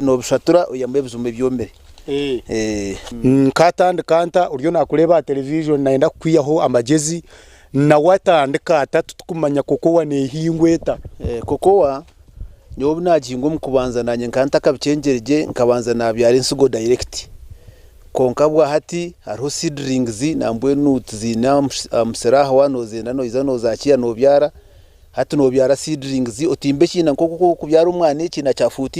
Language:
Nyankole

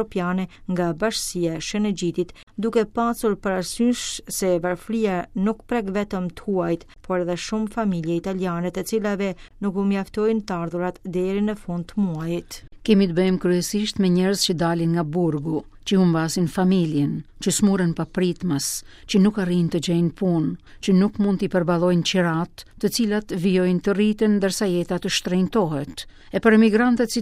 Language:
Albanian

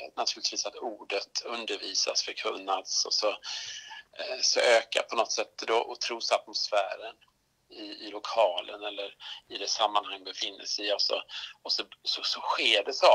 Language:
Swedish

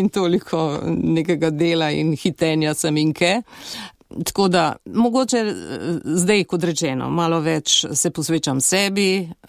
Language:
Slovenian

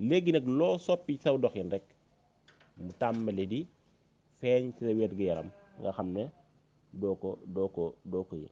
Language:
Wolof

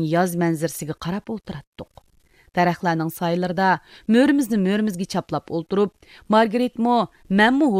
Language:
Uyghur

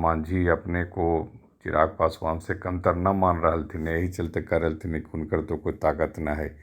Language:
Magahi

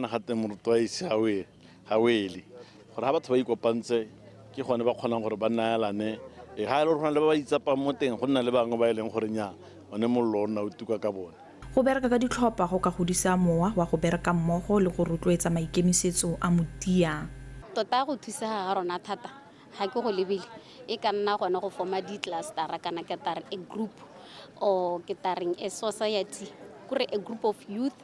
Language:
Tswana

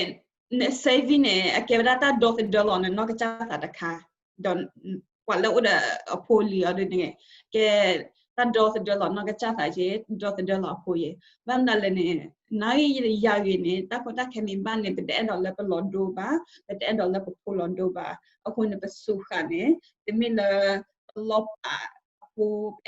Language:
S'gaw Karen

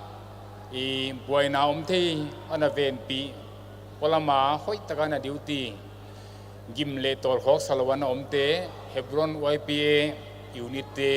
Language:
Paite Chin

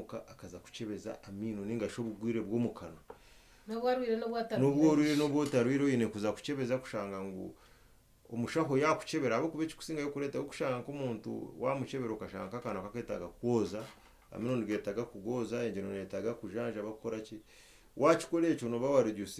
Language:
Nyankole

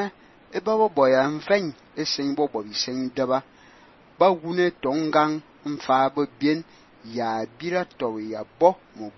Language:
Fang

